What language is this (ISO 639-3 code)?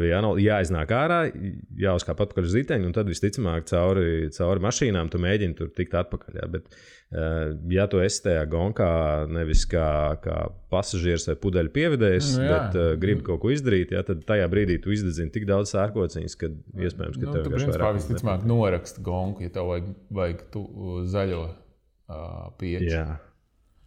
lav